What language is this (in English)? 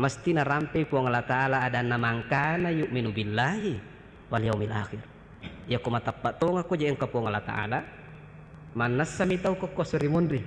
Buginese